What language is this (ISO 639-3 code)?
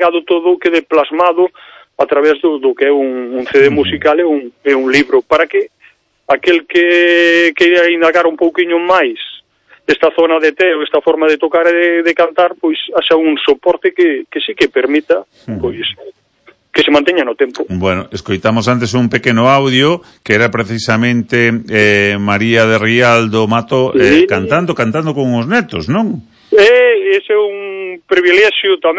glg